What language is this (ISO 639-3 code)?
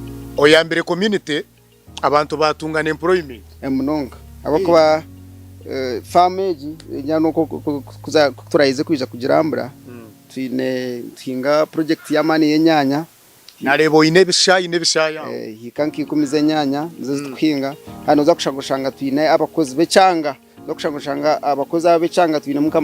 nyn